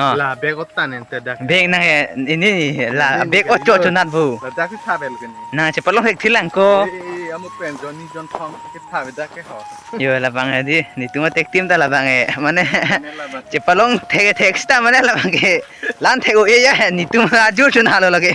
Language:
Karbi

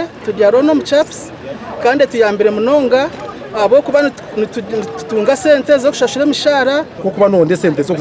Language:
Nyankole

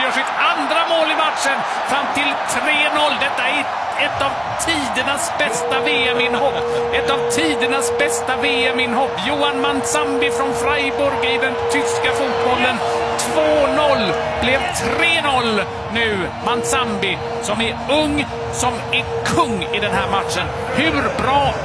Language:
Swedish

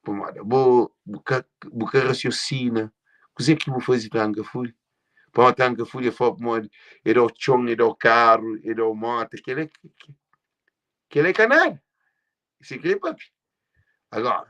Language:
Kabuverdianu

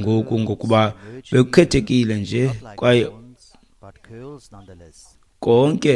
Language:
Xhosa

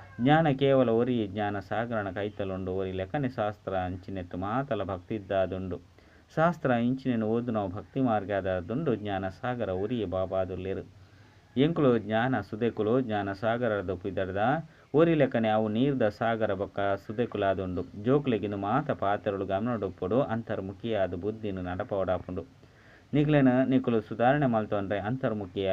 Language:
Tulu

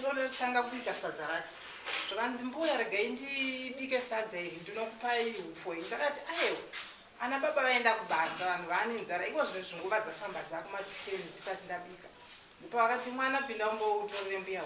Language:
Shona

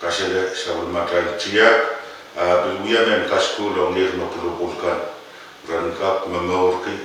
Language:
Pohnpeian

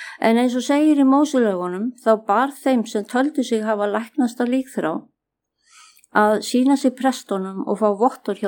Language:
Icelandic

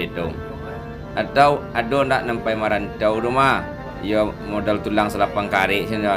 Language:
Minangkabau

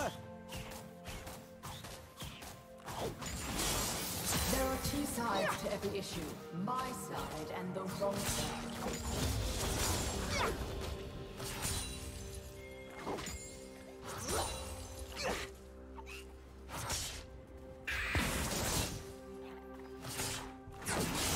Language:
English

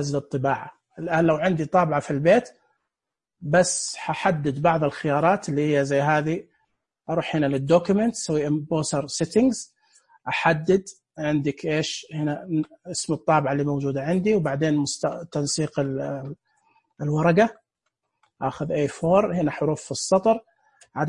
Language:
Najdi Arabic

